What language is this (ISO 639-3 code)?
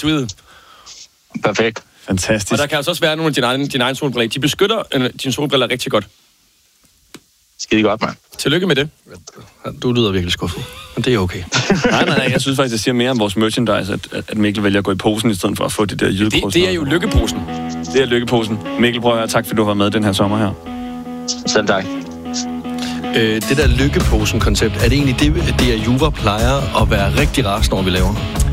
dan